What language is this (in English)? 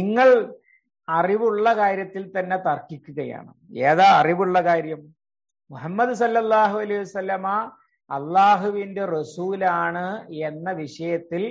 Malayalam